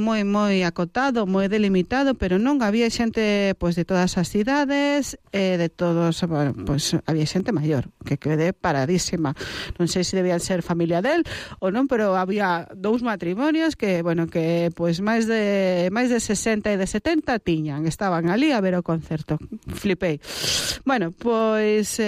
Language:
Galician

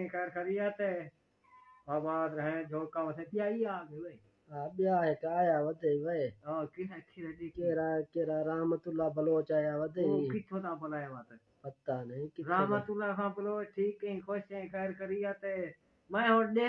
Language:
Saraiki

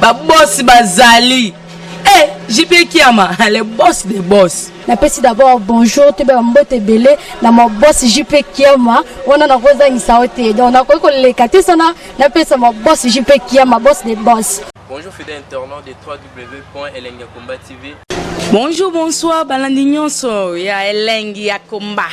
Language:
Lingala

